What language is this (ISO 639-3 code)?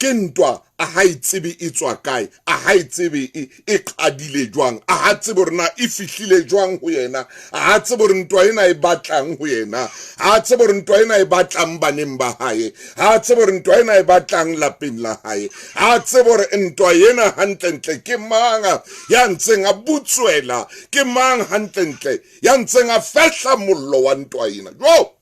sot